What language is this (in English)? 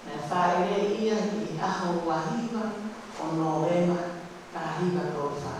Tongan